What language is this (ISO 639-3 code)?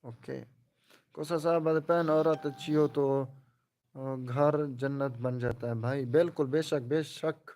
skr